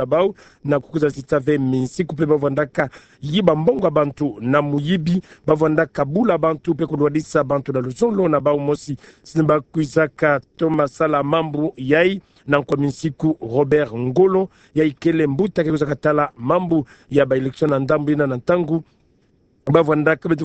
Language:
Kituba (Democratic Republic of Congo)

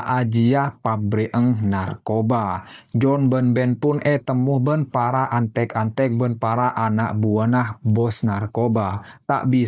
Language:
Madurese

